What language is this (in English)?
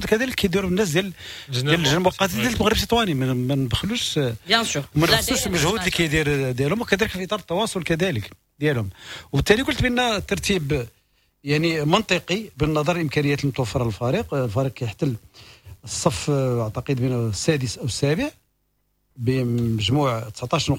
Moroccan Arabic